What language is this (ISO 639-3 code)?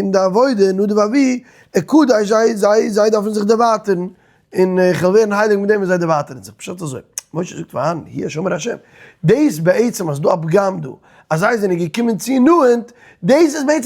yid